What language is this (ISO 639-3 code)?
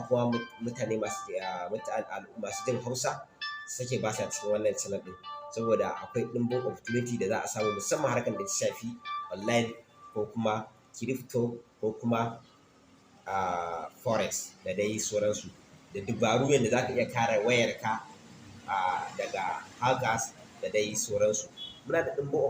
hau